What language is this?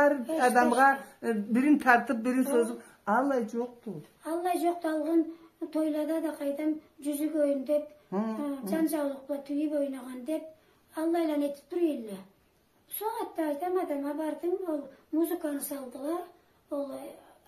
Karachay-Balkar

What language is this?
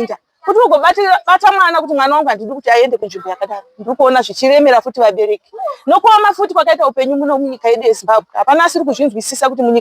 Shona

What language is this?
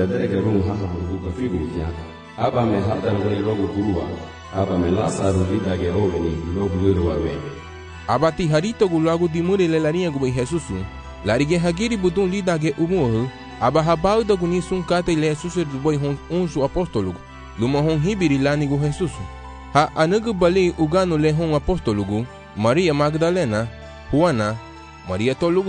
Garifuna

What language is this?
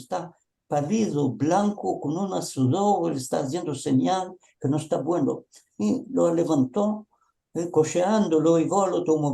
Ladino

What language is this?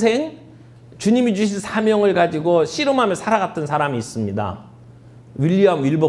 Korean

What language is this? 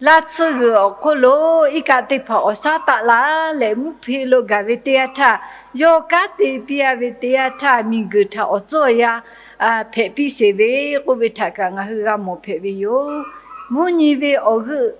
Lahu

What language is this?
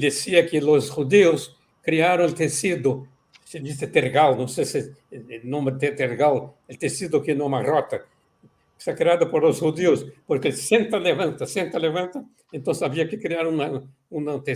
Ladino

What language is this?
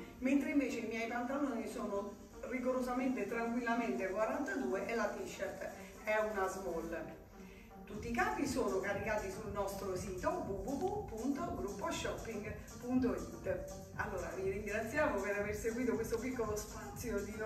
Italian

